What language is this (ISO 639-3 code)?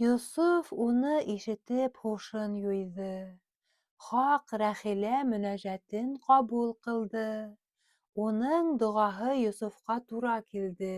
bak